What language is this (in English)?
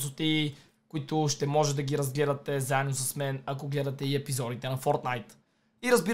Bulgarian